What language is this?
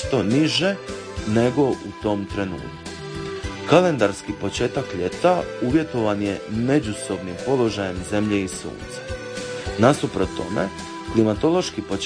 Croatian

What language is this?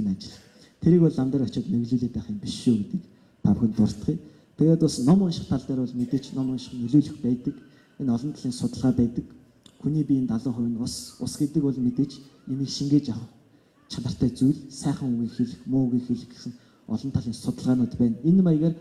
Mongolian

